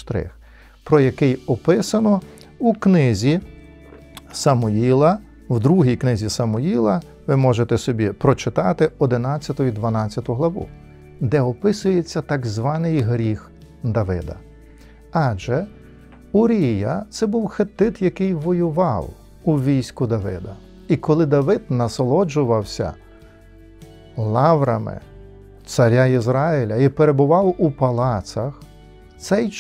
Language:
Ukrainian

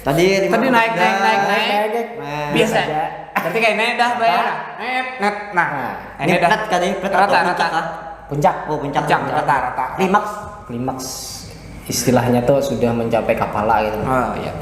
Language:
Banjar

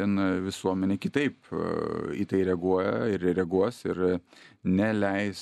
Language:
Lithuanian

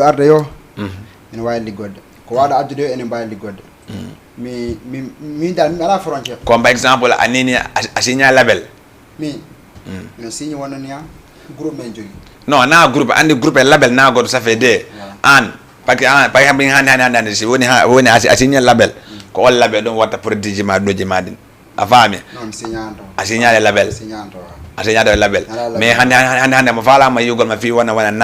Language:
Fula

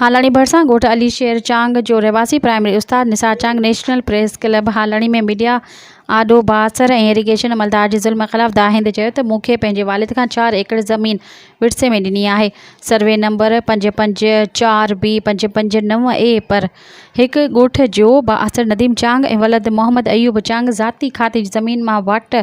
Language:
Sindhi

